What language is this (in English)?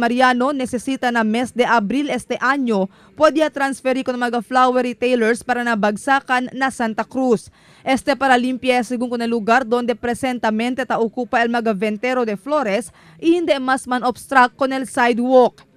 Chavacano